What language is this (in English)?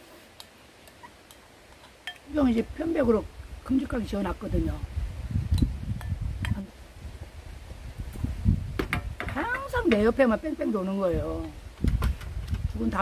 Korean